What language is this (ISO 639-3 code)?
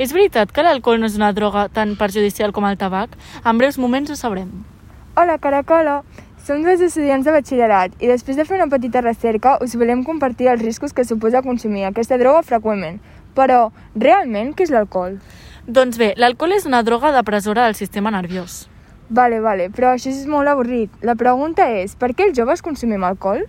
cat